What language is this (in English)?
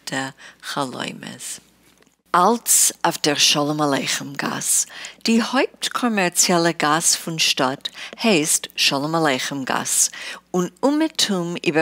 Yiddish